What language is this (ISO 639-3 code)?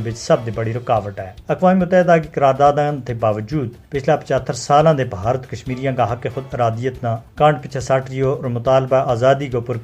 gju